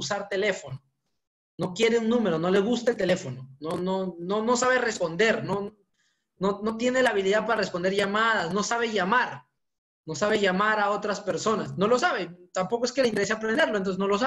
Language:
Spanish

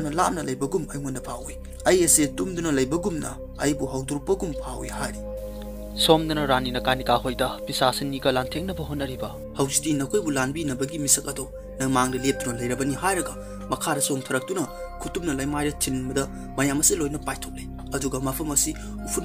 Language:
Manipuri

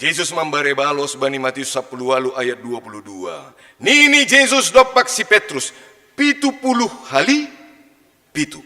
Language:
Batak Simalungun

